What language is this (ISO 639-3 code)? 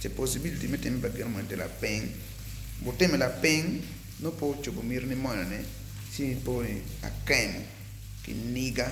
ach